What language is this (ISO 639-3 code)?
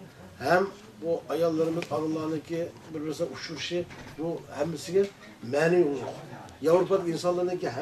uig